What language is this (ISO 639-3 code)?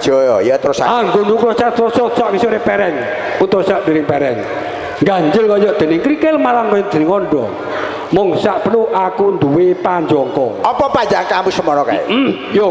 jav